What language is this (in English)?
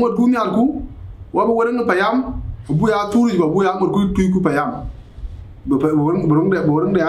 Dinka